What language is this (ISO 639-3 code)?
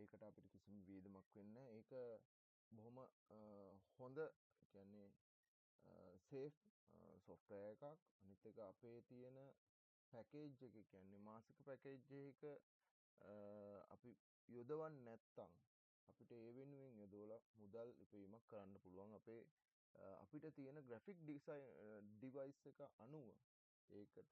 sin